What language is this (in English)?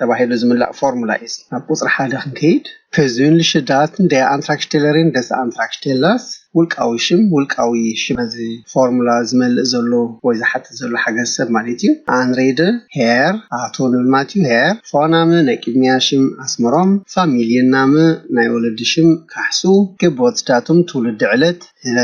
Tigrinya